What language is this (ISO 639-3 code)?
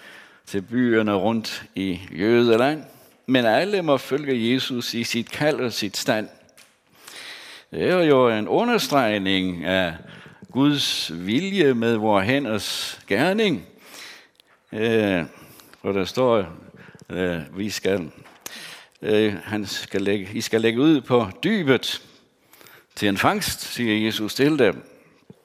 dan